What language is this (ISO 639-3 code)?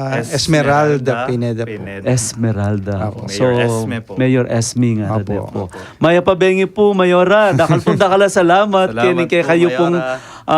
pam